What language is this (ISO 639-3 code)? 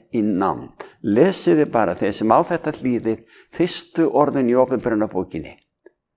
isl